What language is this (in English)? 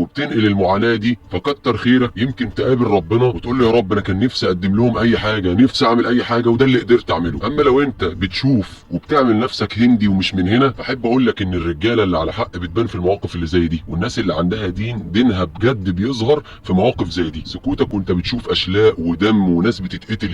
Egyptian Arabic